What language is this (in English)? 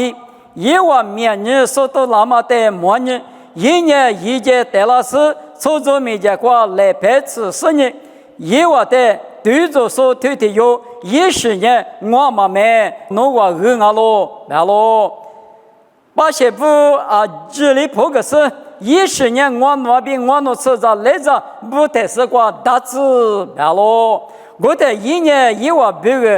Lisu